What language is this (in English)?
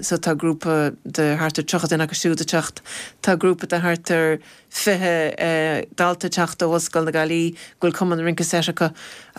Irish